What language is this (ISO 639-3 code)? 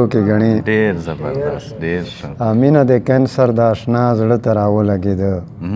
pus